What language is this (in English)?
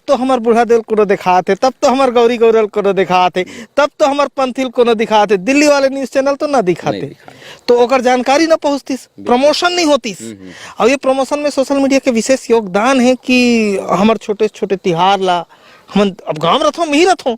Chhattisgarhi